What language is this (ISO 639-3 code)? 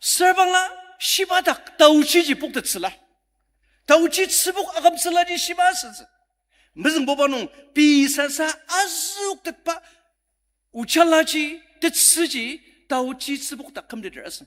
njo